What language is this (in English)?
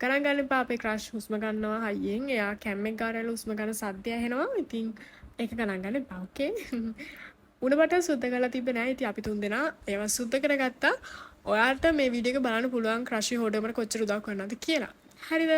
Sinhala